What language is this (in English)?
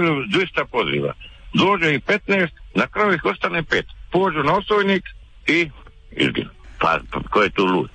Croatian